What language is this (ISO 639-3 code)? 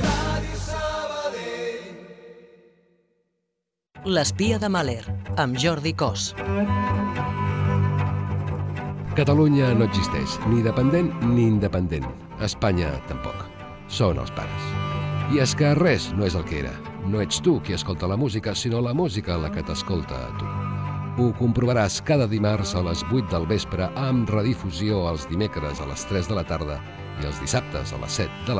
cat